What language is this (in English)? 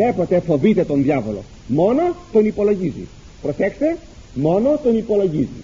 Greek